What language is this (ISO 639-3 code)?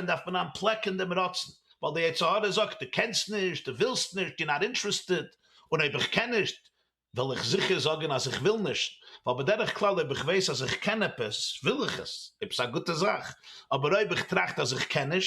yid